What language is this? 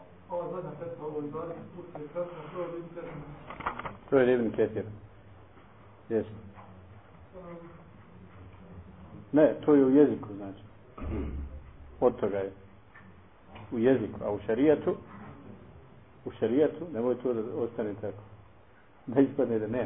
Bosnian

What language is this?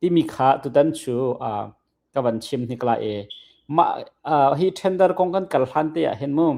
Hakha Chin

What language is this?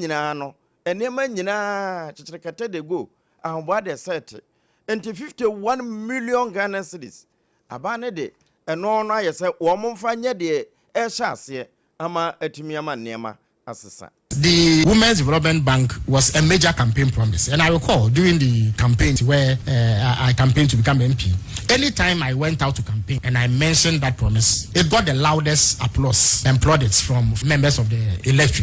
Akan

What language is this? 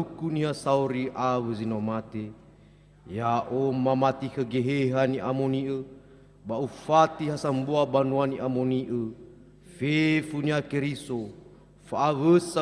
Nias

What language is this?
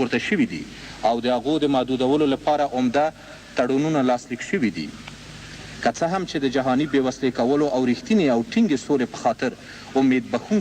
Pashto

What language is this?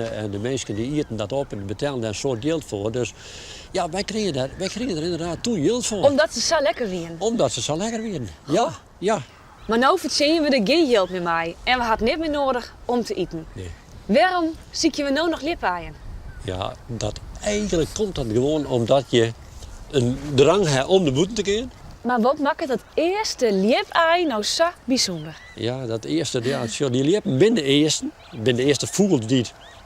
Western Frisian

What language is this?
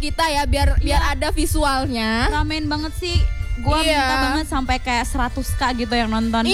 Indonesian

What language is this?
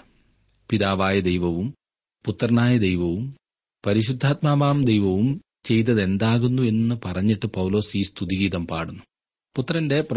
Malayalam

